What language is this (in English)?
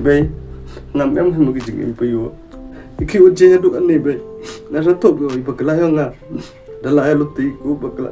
Khasi